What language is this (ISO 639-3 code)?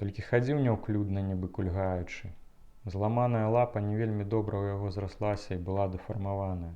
bel